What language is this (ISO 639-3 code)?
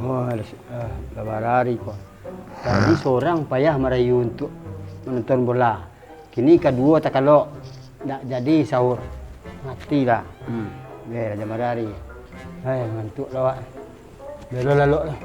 min